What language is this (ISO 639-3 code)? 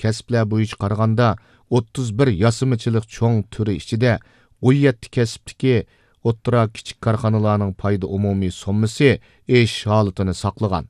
uig